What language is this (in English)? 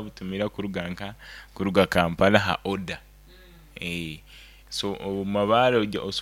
Nyoro